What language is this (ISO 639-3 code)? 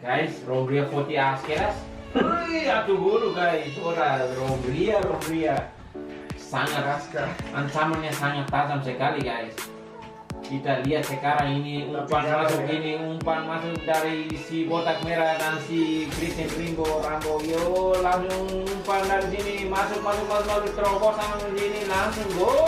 tet